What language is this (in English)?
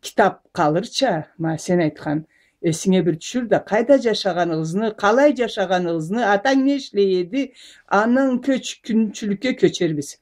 Karachay-Balkar